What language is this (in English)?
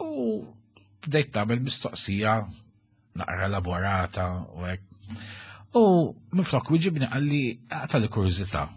Maltese